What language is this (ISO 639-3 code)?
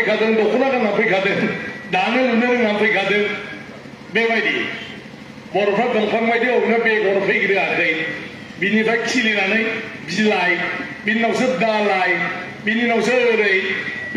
brx